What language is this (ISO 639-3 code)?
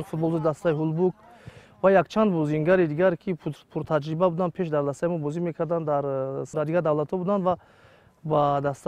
tgk